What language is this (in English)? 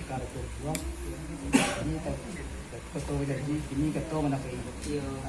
Minangkabau